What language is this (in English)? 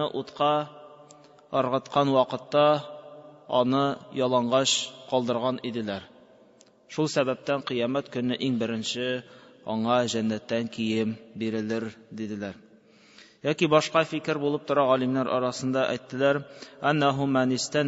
Tatar